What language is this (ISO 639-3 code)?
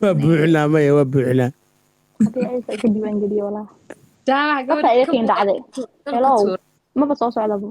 som